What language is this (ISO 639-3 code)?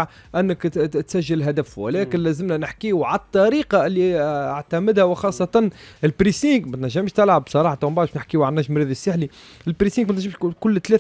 aeb